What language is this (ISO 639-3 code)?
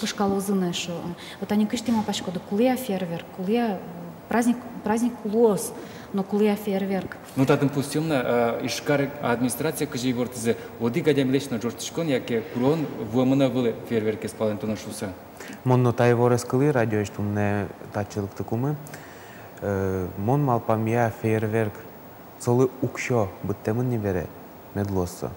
udm